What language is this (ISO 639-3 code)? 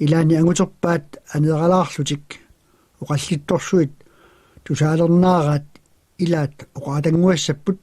kal